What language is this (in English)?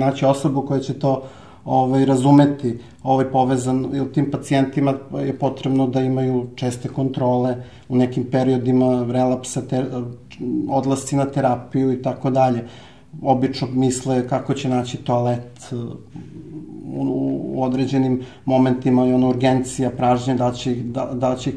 Serbian